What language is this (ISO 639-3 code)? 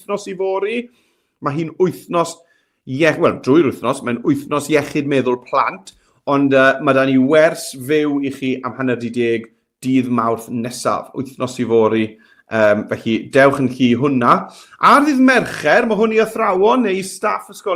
cym